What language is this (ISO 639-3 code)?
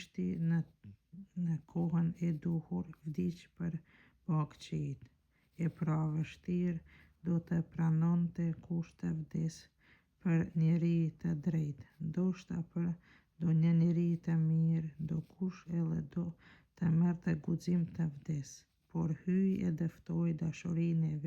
sqi